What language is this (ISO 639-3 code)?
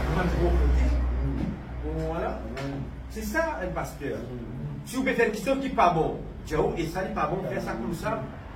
mfe